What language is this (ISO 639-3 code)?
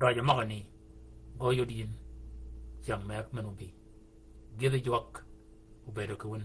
shk